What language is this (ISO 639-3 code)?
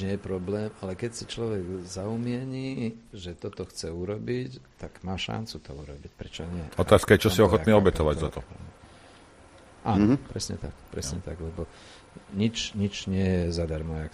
slk